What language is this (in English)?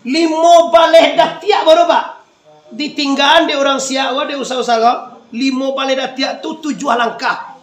Minangkabau